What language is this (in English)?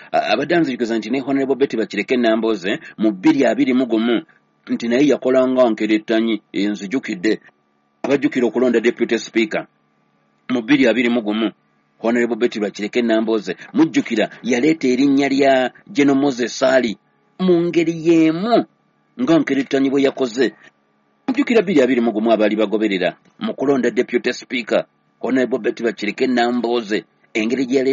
Ganda